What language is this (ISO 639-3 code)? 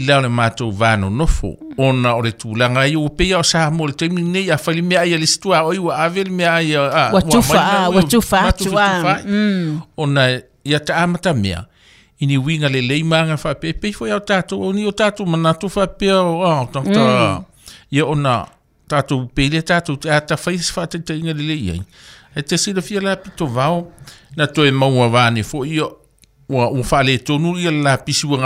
smo